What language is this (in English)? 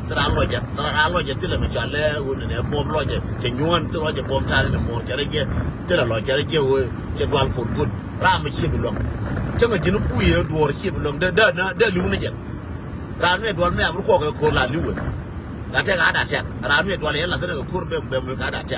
Nuer